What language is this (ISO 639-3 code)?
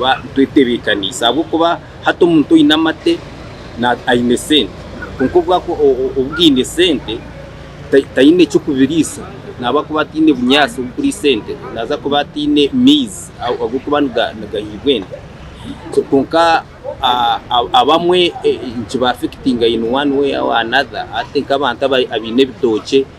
nyn